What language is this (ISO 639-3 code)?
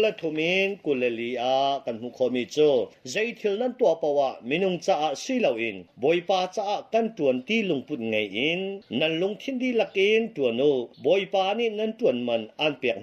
cnh